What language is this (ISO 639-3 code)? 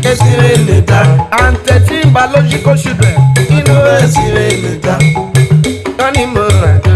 urh